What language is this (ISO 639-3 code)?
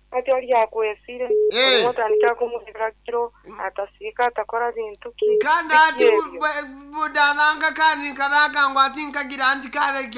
nyn